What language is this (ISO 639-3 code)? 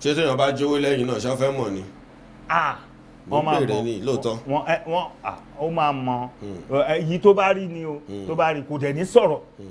yor